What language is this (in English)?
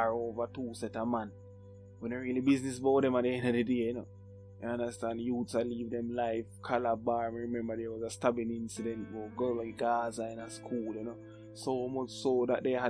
Jamaican Creole English